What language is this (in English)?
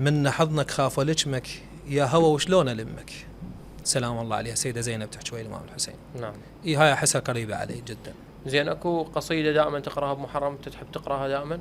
Mesopotamian Arabic